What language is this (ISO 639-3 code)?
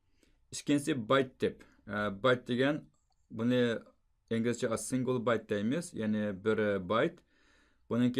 uig